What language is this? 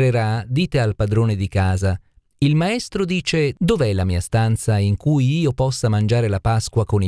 Italian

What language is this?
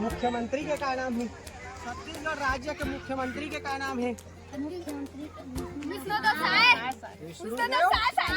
Chhattisgarhi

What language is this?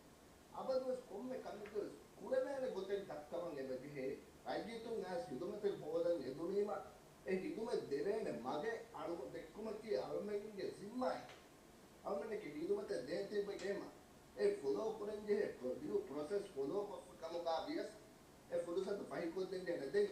Divehi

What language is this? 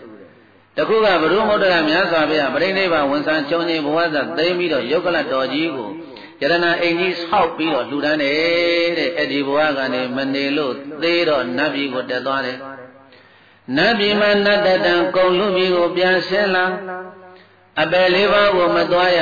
Burmese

